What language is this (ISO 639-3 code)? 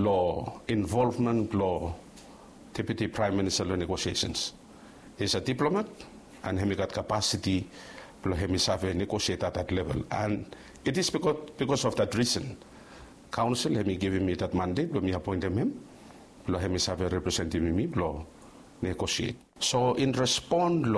bis